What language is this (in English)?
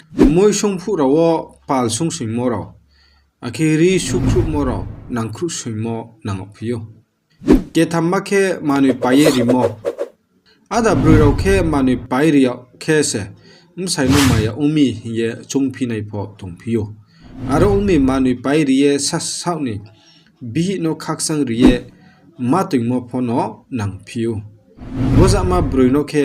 Riang (India)